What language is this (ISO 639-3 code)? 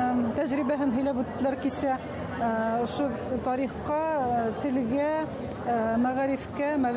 bak